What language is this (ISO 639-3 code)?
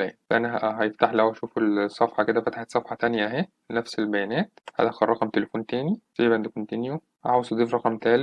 arz